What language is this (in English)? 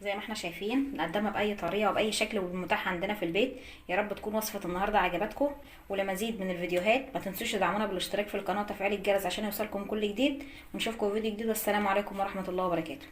Egyptian Arabic